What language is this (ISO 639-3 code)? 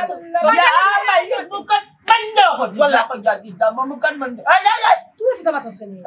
syl